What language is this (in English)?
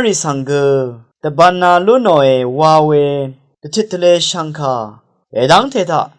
Rawang